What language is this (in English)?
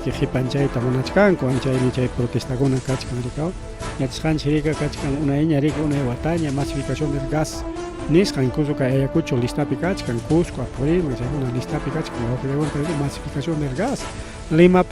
Ayacucho Quechua